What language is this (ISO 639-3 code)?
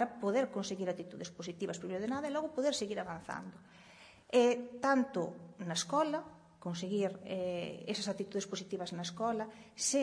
glg